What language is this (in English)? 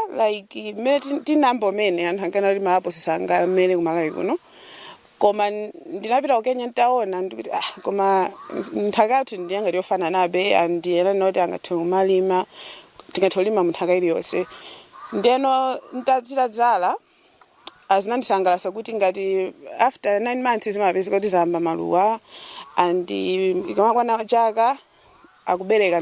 Nyanja